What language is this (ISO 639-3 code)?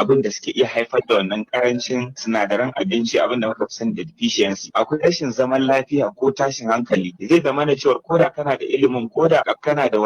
hau